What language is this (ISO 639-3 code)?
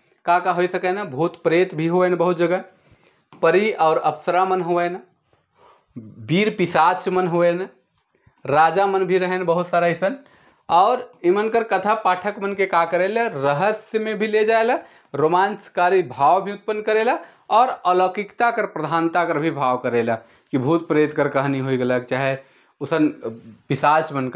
sck